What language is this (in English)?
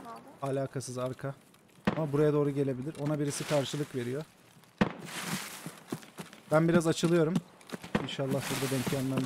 Turkish